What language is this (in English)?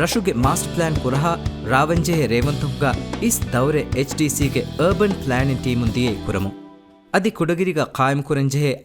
Divehi